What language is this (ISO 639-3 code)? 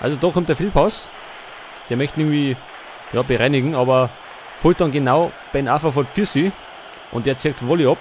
bar